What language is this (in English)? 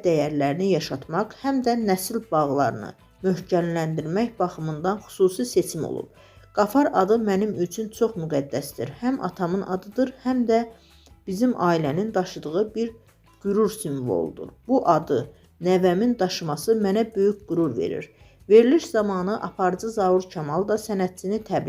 Azerbaijani